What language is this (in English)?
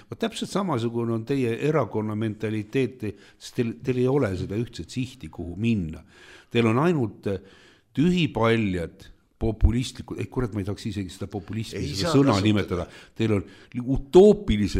Estonian